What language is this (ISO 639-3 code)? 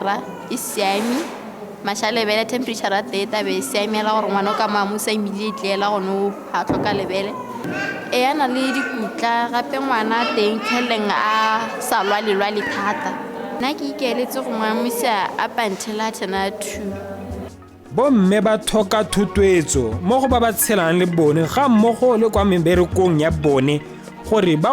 tsn